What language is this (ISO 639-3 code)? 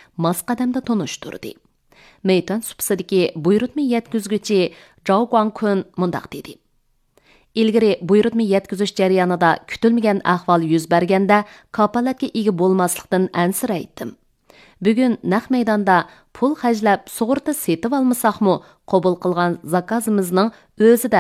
uig